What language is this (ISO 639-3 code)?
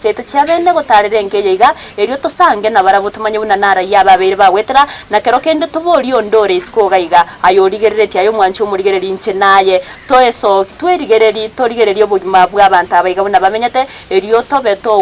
guz